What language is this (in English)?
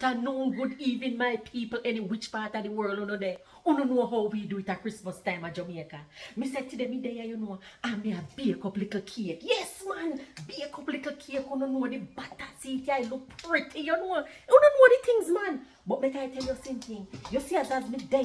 Jamaican Creole English